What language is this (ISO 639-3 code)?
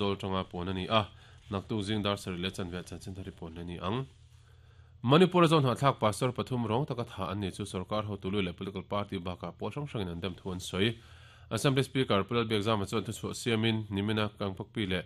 lus